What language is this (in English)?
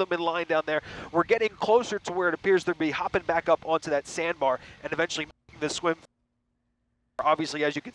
English